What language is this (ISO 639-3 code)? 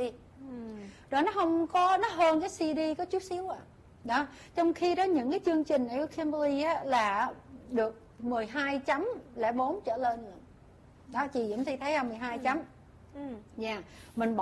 vie